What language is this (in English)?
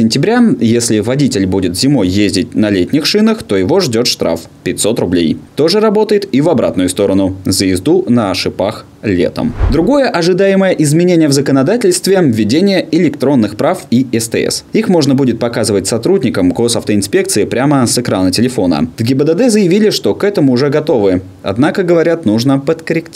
Russian